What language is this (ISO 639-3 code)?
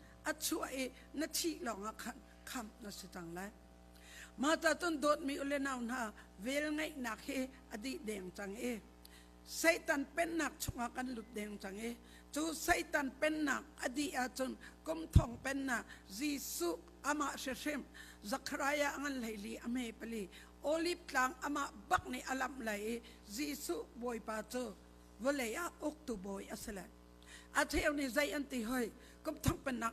cnh